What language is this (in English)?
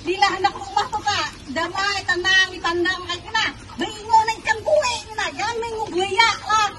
Banjar